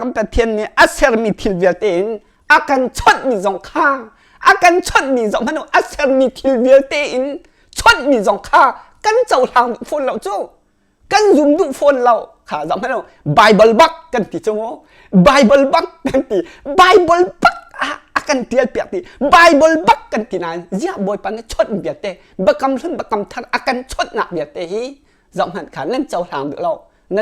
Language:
Hakha Chin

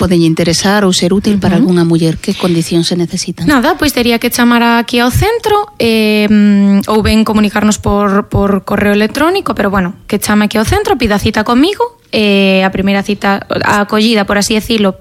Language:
Galician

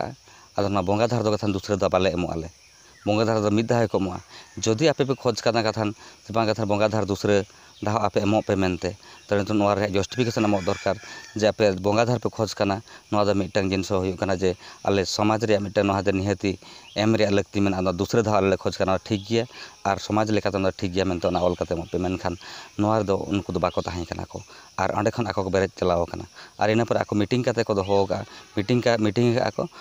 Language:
Santali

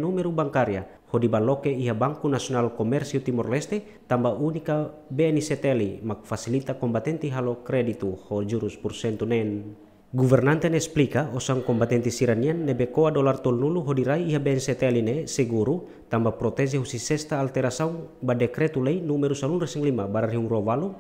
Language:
Tetum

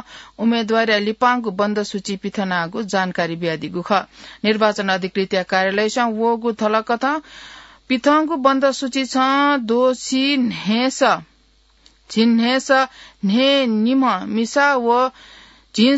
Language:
Newari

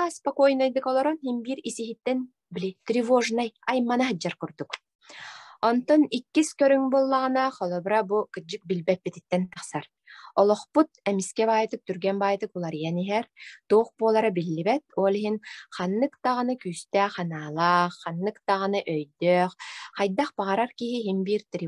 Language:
Yakut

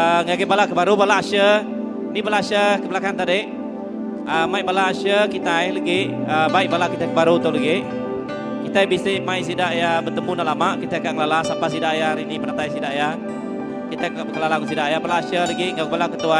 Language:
Iban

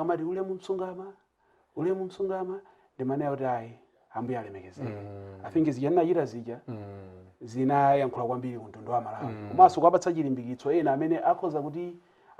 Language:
Nyanja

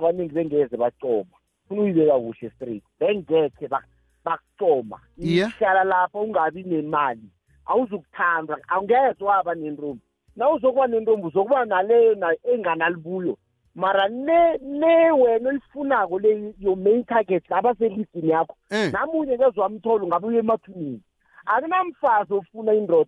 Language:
South Ndebele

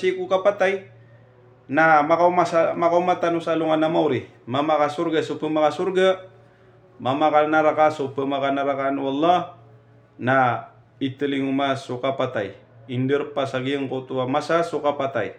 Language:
Maranao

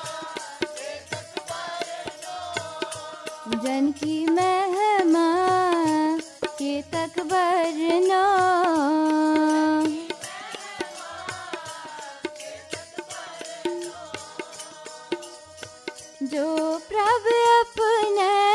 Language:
Hindi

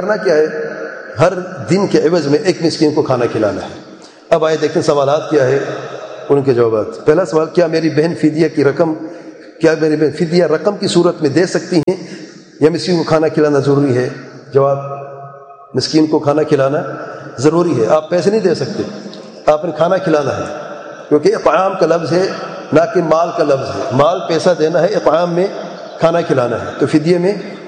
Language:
Urdu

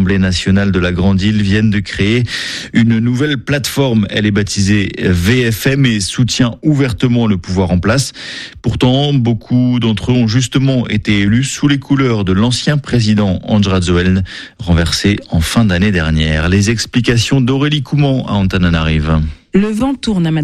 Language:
French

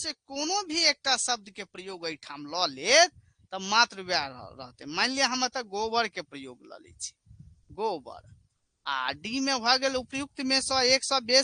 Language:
Maithili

